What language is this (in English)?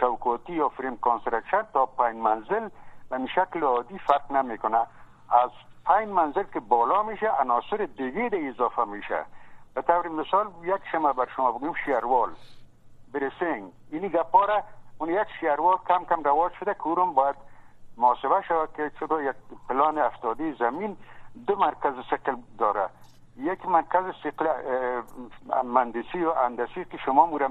Persian